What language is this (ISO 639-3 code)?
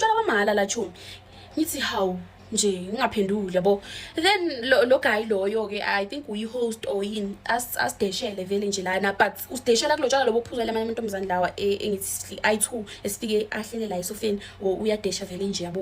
zul